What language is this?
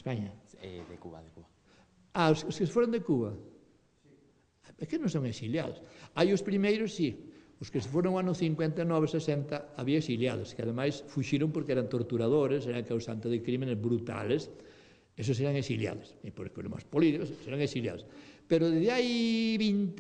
Galician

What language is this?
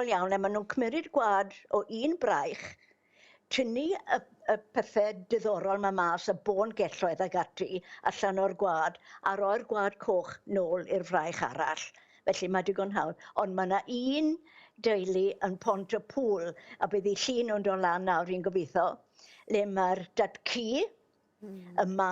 Welsh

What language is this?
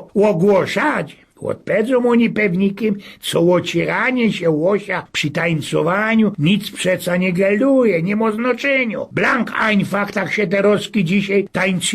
Silesian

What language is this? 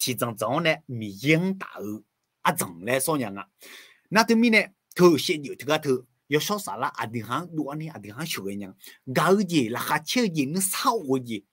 Akha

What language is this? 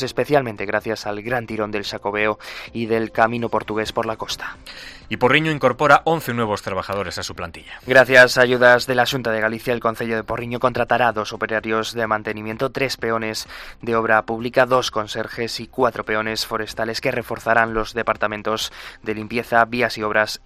Spanish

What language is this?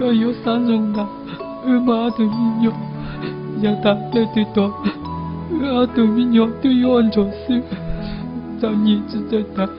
Hmong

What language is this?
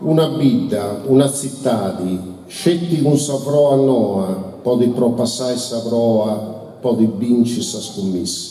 Sardinian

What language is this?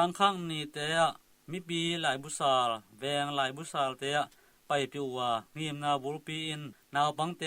Tedim Chin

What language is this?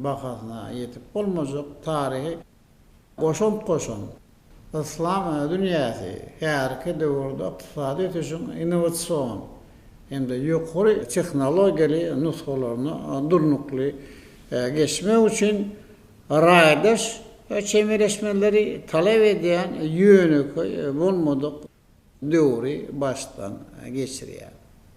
Turkmen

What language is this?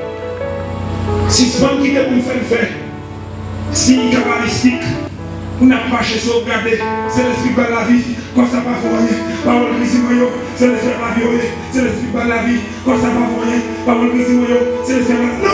French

